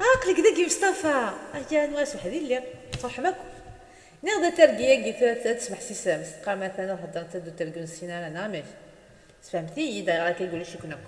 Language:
Kabyle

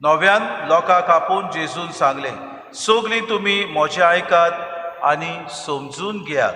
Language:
Konkani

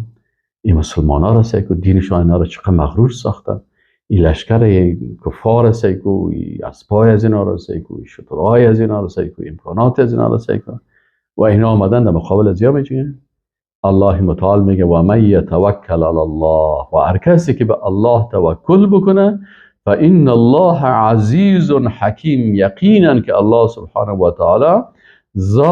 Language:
Persian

